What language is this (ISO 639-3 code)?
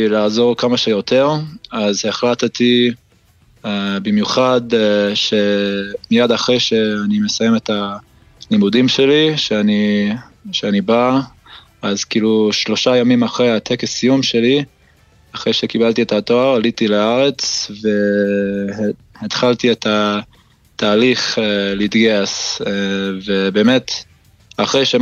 heb